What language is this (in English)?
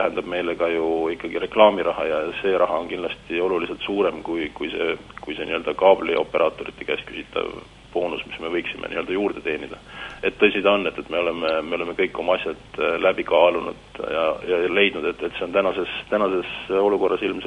Estonian